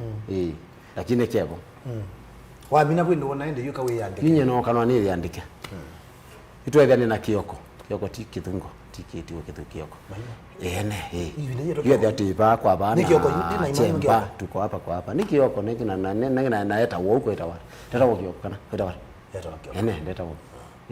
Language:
Kamba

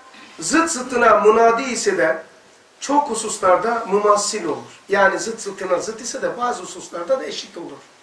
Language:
Turkish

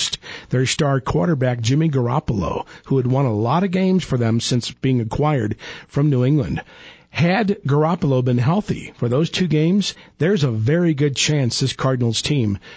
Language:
English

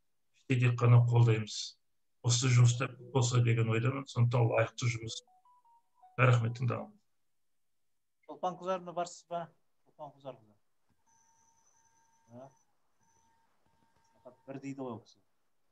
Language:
Kazakh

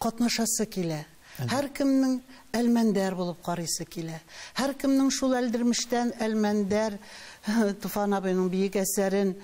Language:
Tatar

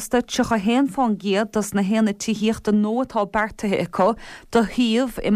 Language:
Irish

